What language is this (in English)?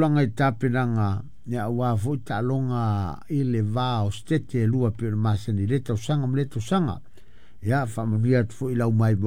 Samoan